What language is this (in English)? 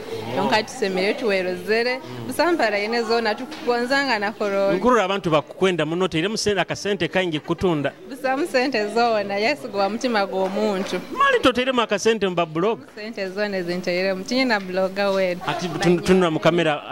Nyoro